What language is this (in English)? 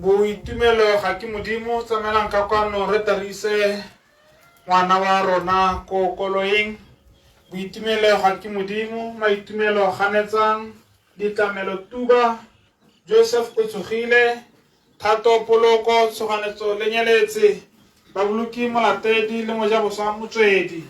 Tswana